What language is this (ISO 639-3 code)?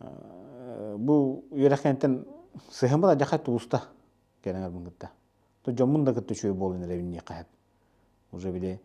sah